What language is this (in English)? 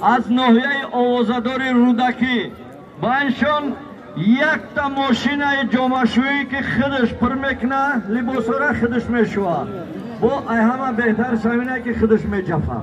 Tajik